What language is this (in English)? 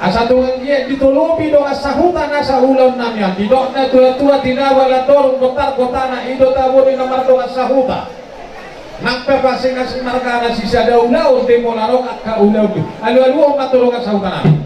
Batak Toba